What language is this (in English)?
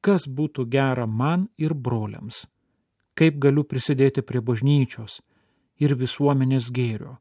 Lithuanian